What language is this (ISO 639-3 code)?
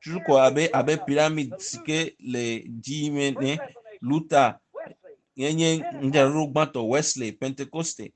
ewe